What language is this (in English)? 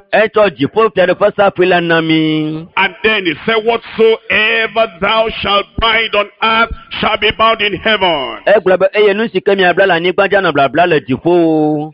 Ewe